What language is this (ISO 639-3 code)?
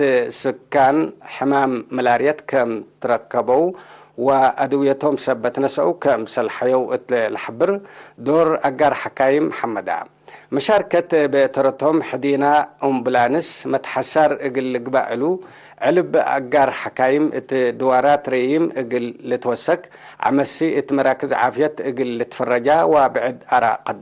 tig